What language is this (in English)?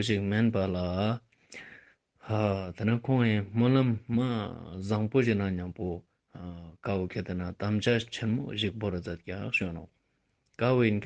Ladakhi